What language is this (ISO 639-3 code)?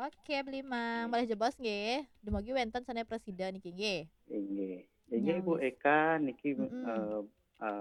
ban